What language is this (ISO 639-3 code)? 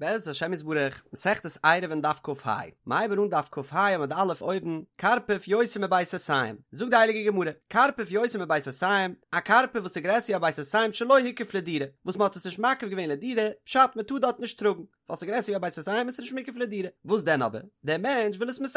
yid